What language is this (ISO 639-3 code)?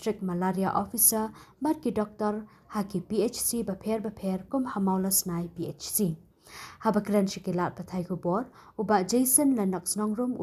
kha